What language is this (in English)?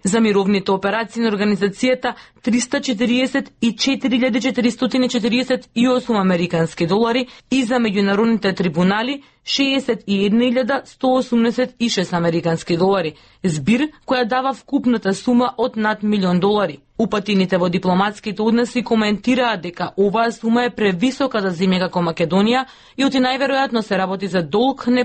Macedonian